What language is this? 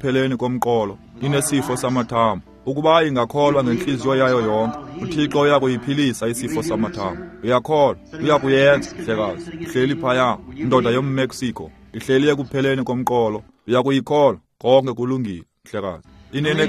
Xhosa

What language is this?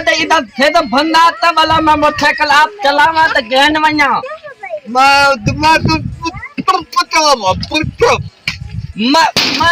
Saraiki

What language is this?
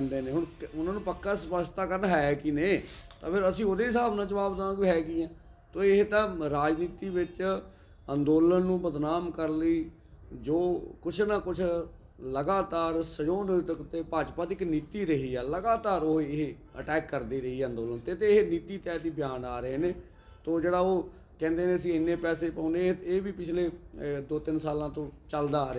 Punjabi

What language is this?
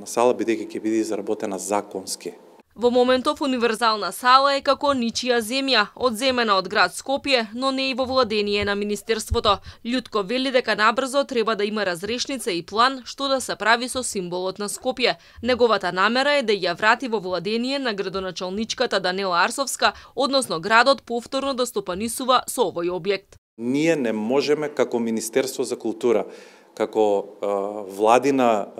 Macedonian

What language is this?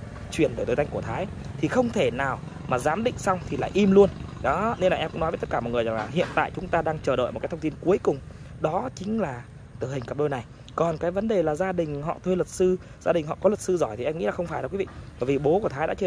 Vietnamese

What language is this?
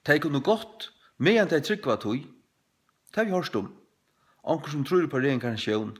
Faroese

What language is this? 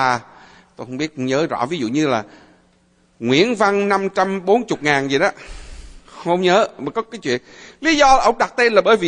Vietnamese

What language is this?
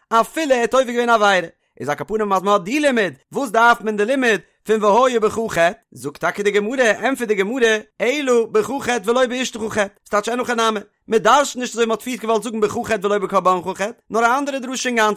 Yiddish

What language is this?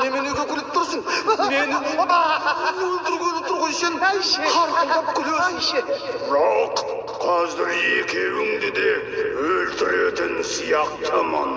Kazakh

